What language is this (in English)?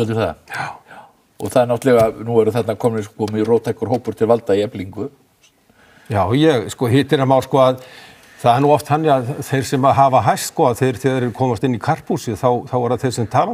Icelandic